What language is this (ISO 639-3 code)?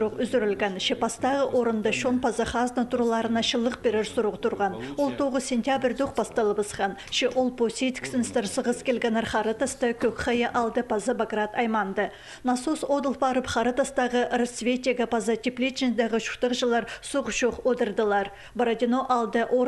kjh